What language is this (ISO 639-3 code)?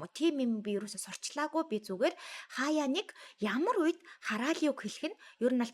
mon